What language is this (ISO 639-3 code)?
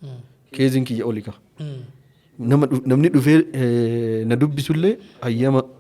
orm